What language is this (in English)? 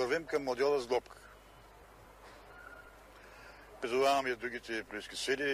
Bulgarian